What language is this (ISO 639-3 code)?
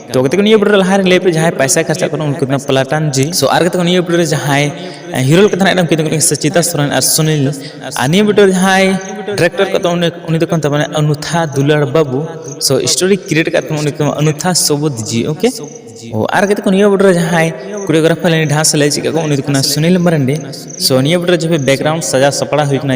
sat